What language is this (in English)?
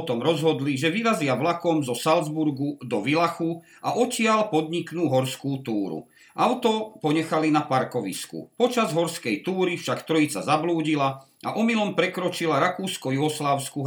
Slovak